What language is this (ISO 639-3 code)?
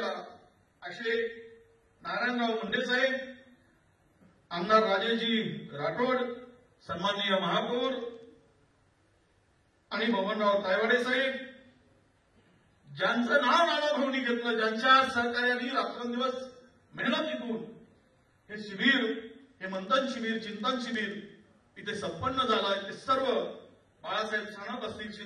mar